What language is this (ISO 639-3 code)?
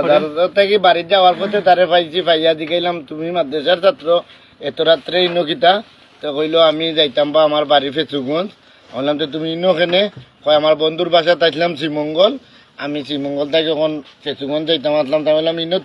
syl